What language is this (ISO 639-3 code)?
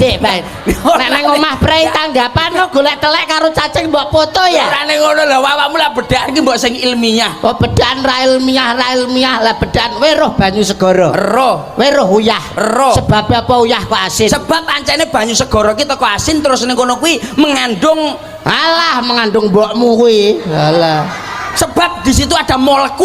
jav